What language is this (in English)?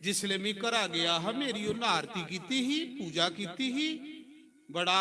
Dogri